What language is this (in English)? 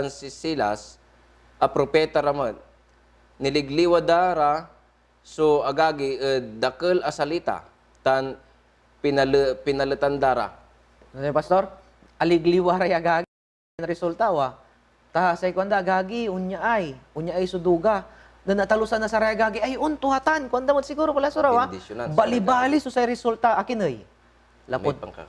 Pangasinan